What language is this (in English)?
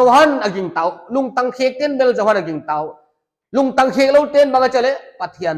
Paite Chin